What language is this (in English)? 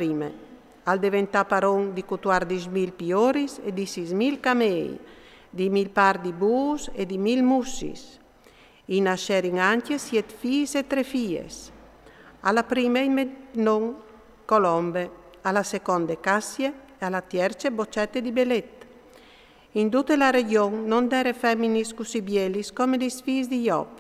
Friulian